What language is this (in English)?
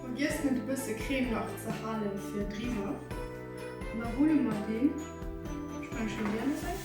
Luxembourgish